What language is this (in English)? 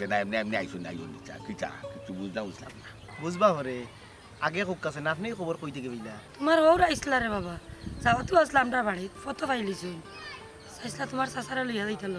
Sylheti